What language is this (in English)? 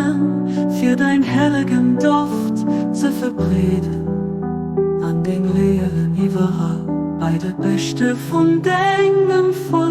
Luxembourgish